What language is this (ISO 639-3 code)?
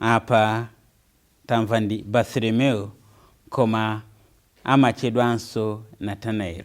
nya